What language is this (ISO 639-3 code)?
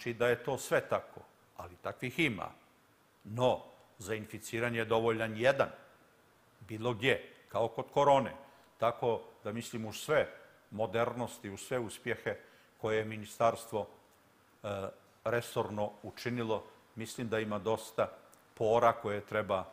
srp